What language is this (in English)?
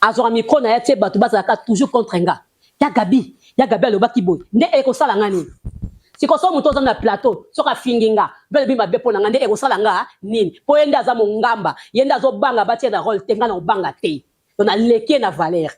Lingala